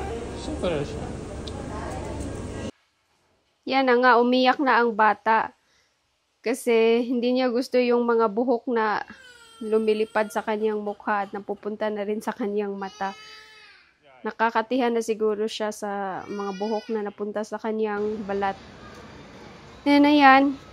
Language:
Filipino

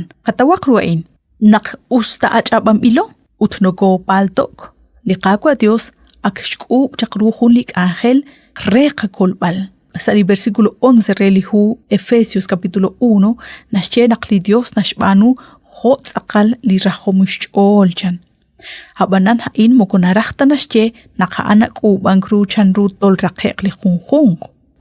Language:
Kekchí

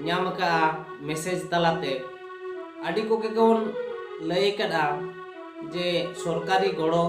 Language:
Santali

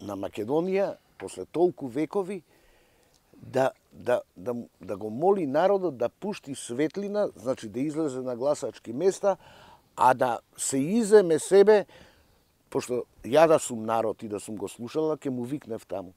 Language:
Macedonian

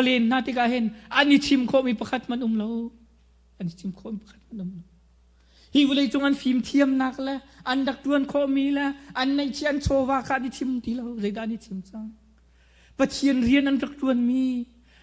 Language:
Hakha Chin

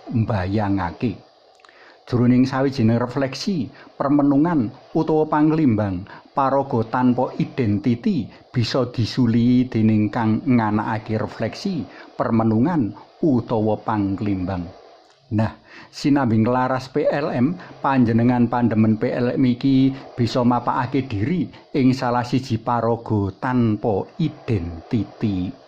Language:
Javanese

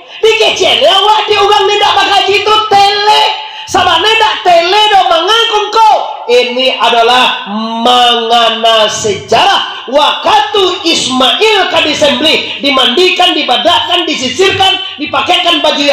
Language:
Minangkabau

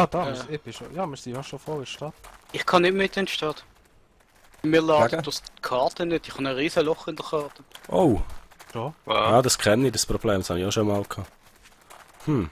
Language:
Swiss German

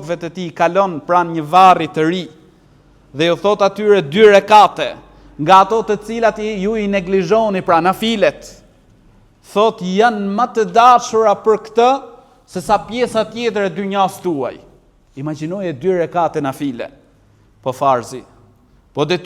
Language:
Albanian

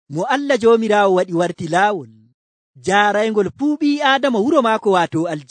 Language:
Nigerian Fulfulde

